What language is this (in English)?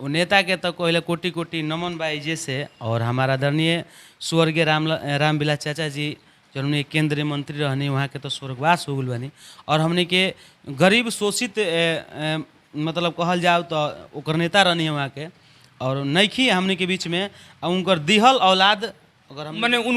Bhojpuri